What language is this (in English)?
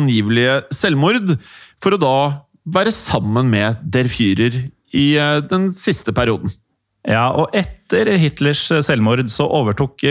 Norwegian